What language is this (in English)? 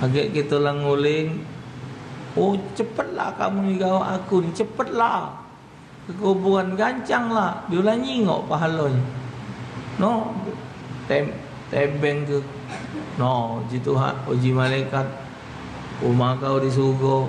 Musi